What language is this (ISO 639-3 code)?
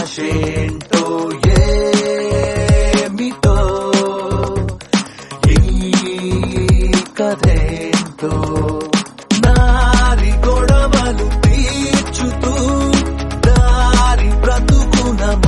tel